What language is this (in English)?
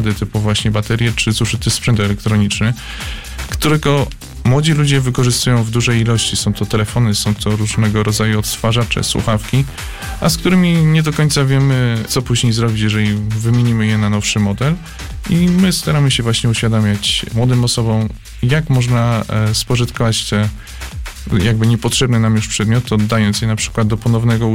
Polish